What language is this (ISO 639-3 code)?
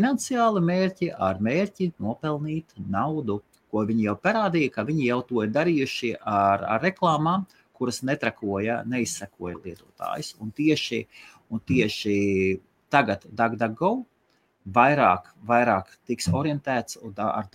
lav